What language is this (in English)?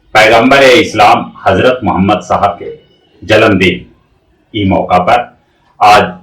Magahi